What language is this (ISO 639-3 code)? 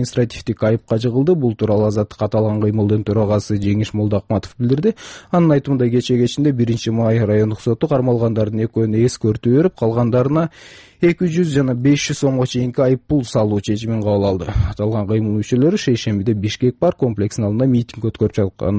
kir